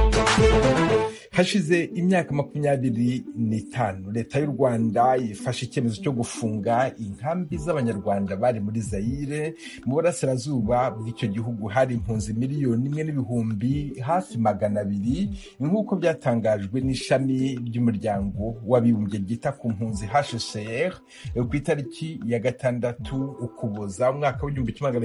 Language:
Kinyarwanda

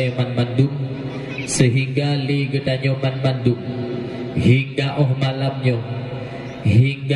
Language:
Achinese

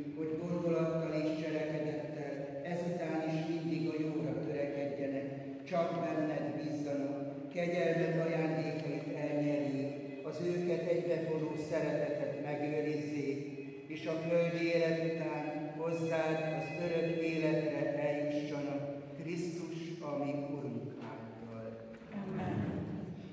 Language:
Hungarian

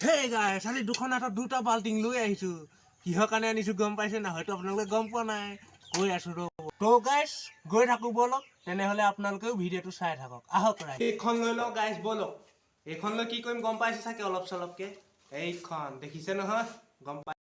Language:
Assamese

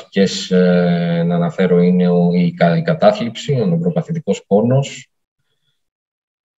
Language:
Greek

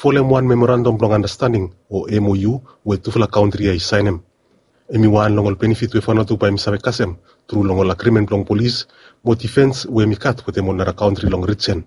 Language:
Bislama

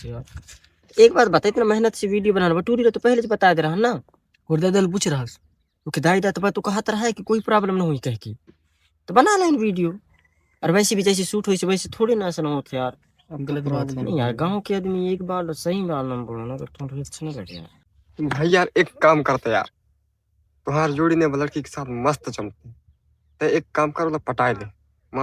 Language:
Chhattisgarhi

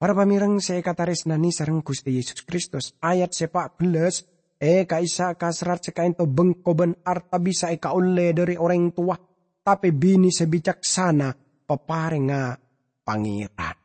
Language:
Madurese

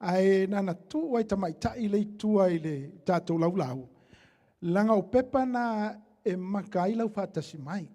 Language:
Samoan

